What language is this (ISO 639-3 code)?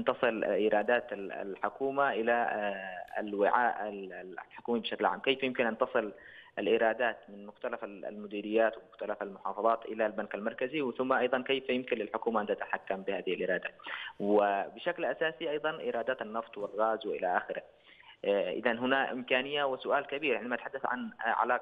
ara